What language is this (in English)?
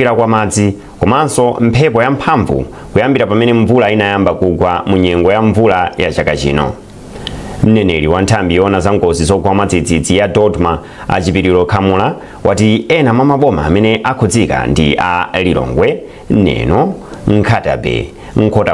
Nyanja